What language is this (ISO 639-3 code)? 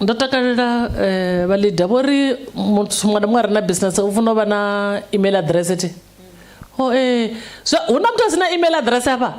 ven